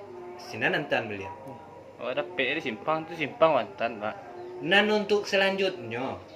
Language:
Minangkabau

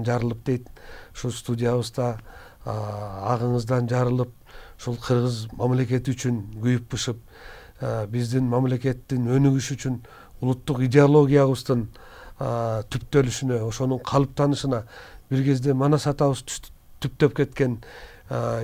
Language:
Kyrgyz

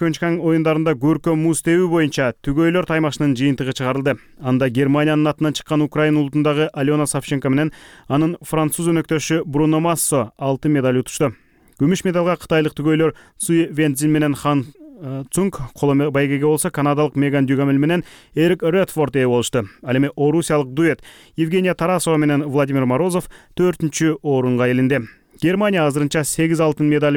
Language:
Kyrgyz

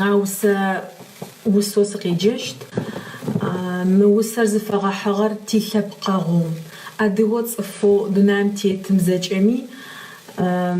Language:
Adyghe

